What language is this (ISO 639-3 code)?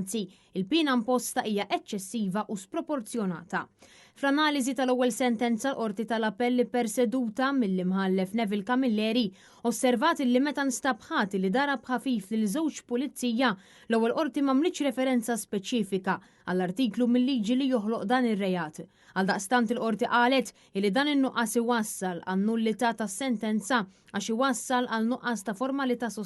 mlt